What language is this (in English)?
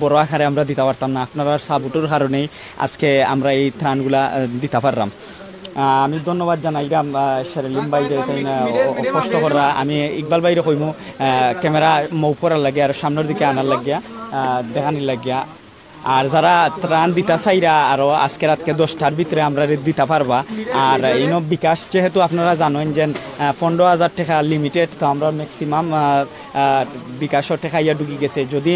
Sylheti